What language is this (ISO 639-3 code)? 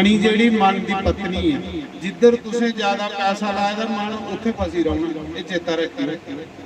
doi